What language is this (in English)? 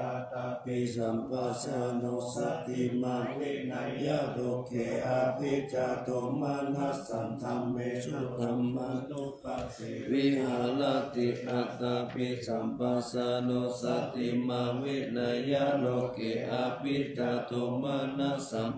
Pali